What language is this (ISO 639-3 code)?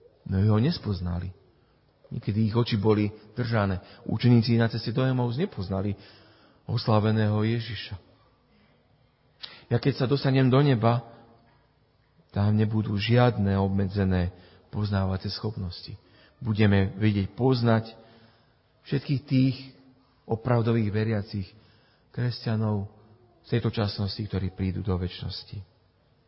slk